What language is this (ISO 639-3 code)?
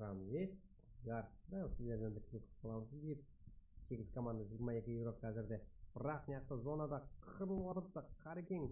kaa